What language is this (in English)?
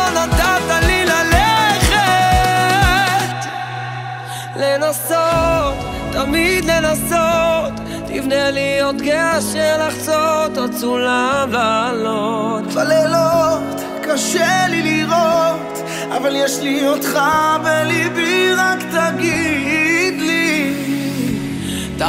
Hebrew